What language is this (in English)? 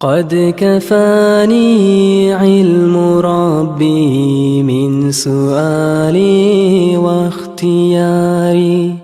Kumyk